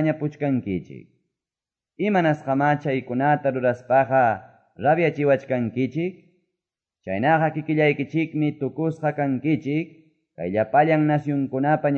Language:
Quechua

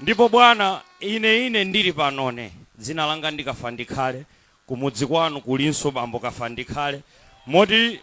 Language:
Nyanja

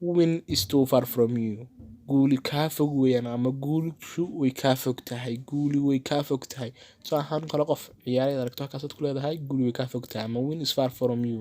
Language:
Somali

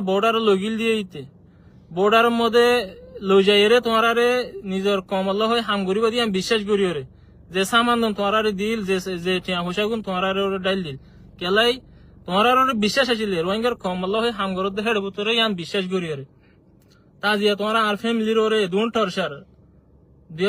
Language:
Rohingya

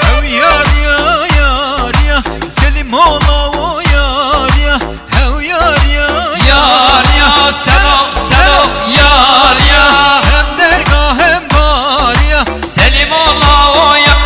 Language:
Zaza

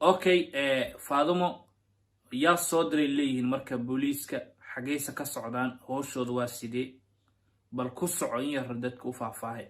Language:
Somali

